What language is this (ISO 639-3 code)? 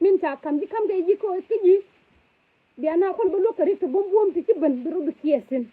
nus